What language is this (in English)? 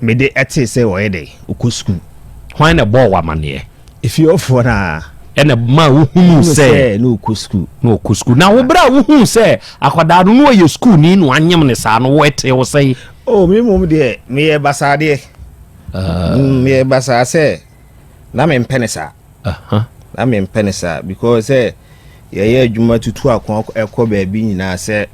Akan